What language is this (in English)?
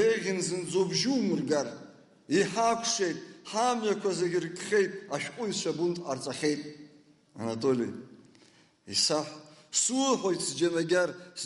Abkhazian